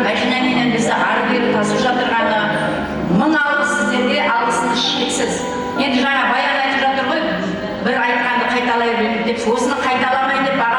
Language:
Kara-Kalpak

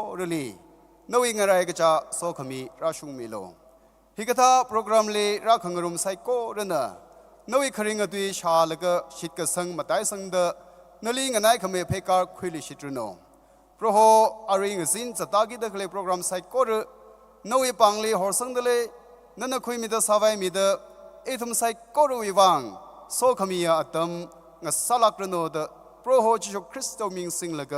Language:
Tangkhul Naga (India)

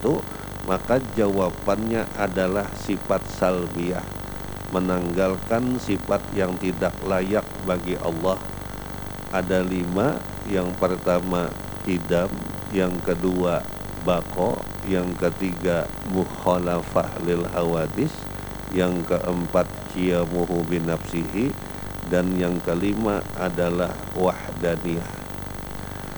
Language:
Indonesian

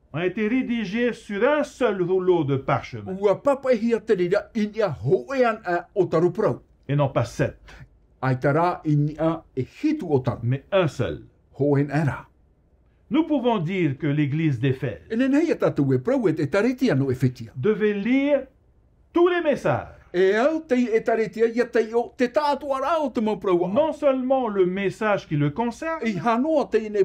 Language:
Tahitian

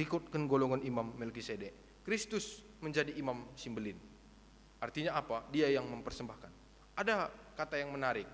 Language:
Batak Karo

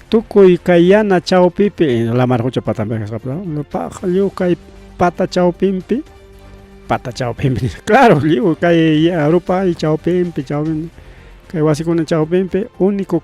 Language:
Ayacucho Quechua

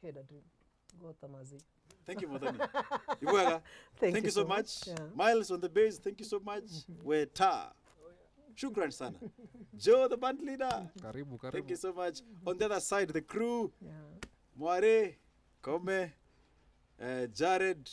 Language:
Meru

